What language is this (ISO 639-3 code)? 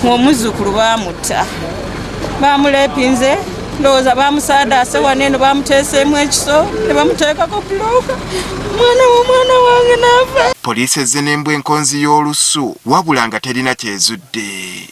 lug